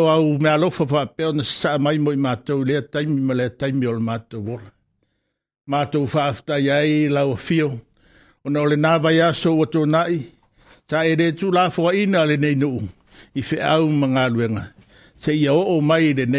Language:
Samoan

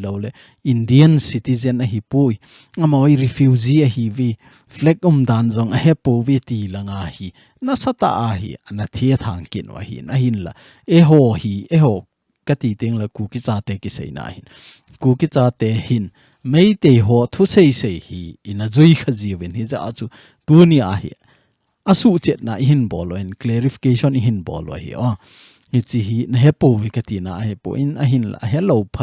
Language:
Thado Chin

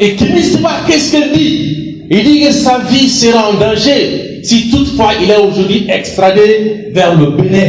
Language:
Bambara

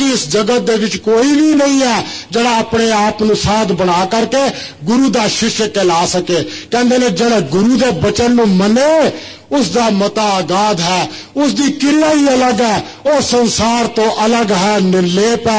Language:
Punjabi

